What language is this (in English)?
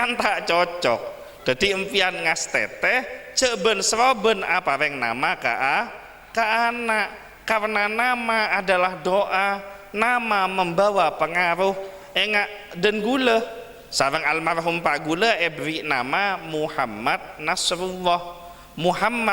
Madurese